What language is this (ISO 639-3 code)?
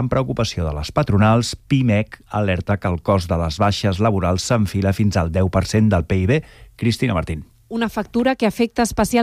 cat